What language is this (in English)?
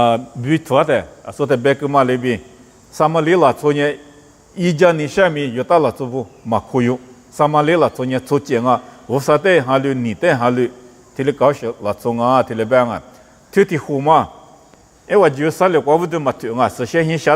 Lisu